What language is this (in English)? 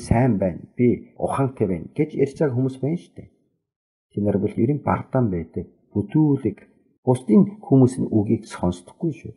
Mongolian